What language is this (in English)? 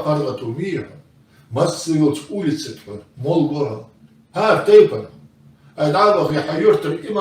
Ingush